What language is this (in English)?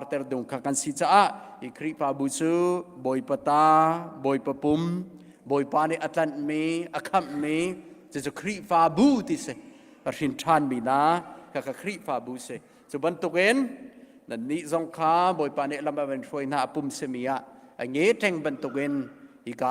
Hakha Chin